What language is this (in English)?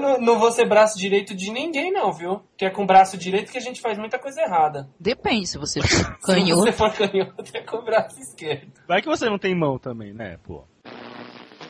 Portuguese